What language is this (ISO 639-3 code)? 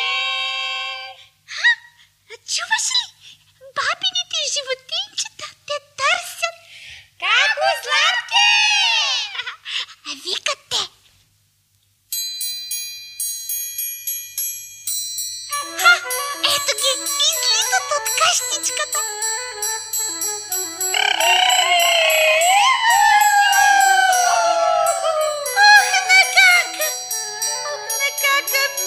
bul